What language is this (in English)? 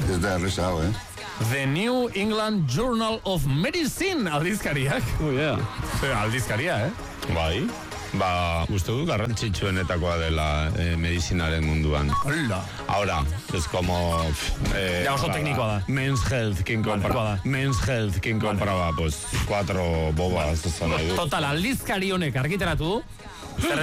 Basque